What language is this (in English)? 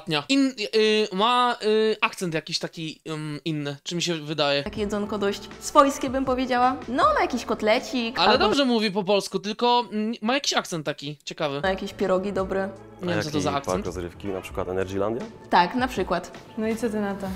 Polish